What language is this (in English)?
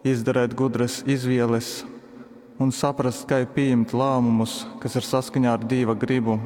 Latgalian